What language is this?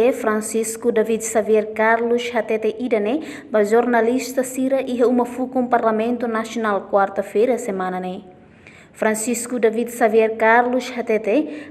Tetum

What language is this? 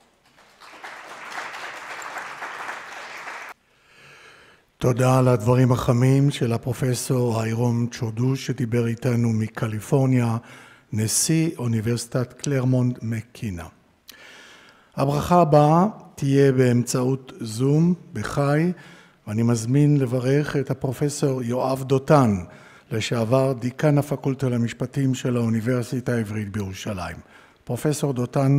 Hebrew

